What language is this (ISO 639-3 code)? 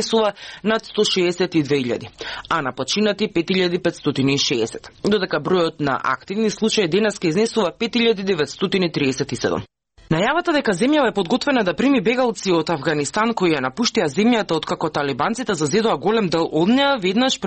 mkd